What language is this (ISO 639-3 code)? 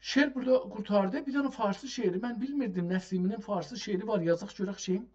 azb